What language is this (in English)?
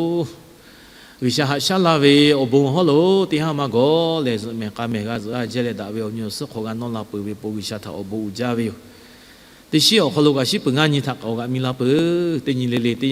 Lahu